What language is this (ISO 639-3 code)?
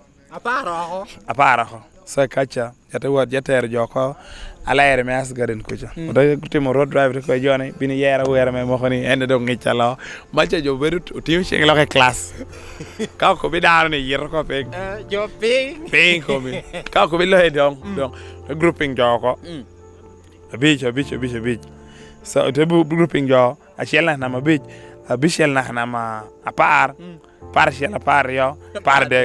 laj